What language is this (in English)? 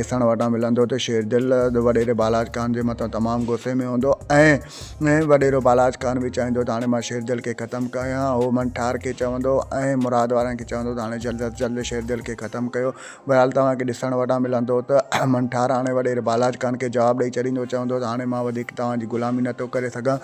Sindhi